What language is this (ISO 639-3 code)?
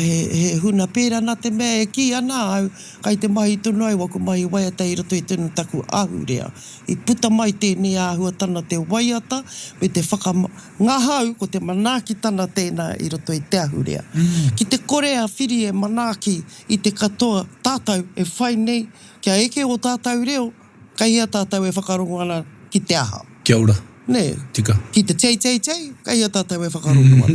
mri